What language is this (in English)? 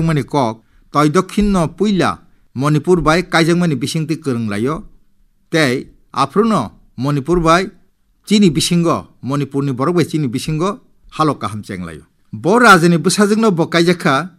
Kok Borok